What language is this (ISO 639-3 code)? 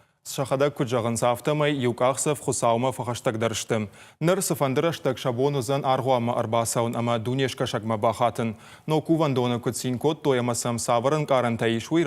oss